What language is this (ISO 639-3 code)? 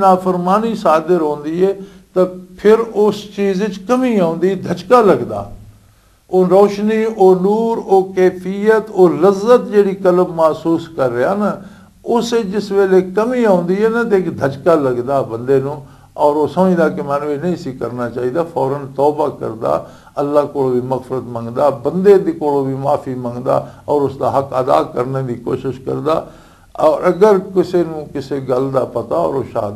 lah